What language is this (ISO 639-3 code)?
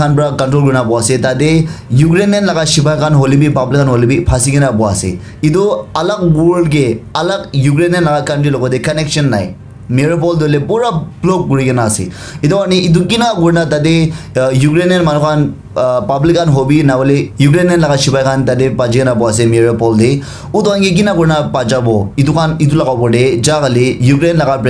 nag